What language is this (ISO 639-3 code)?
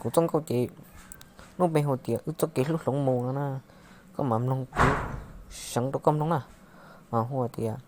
hmn